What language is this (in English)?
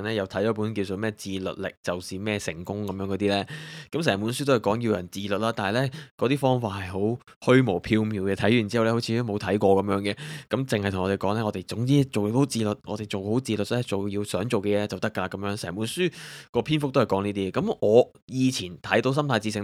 Cantonese